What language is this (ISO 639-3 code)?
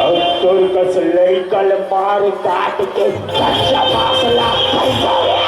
hne